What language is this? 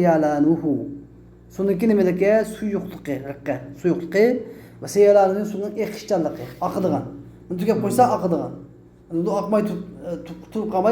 Uyghur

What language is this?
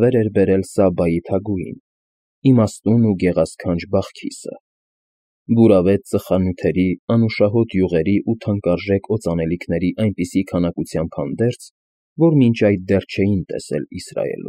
Armenian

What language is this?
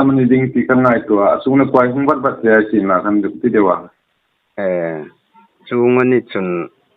Hmar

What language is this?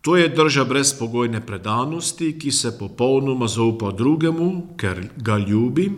Slovenian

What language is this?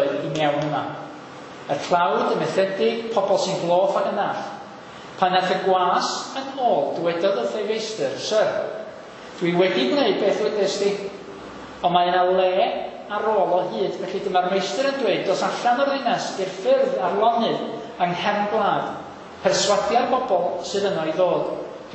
Welsh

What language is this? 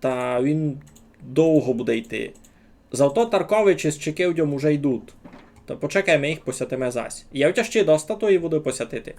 Rusyn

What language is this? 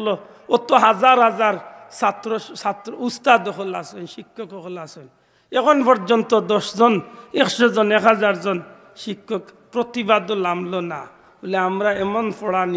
Sylheti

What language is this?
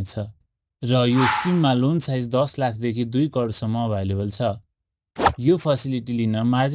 Nepali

